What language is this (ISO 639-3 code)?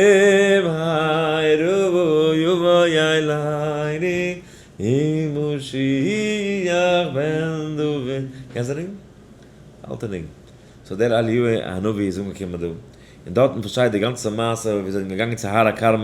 yid